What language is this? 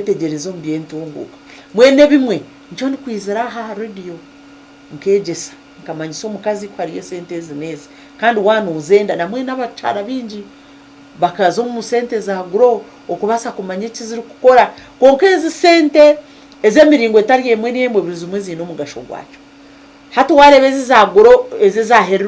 Nyankole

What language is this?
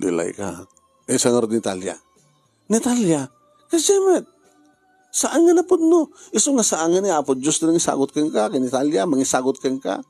Iloko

